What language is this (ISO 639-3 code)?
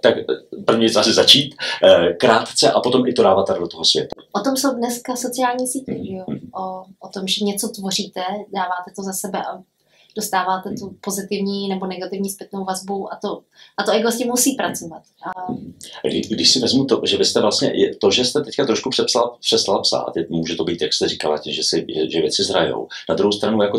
ces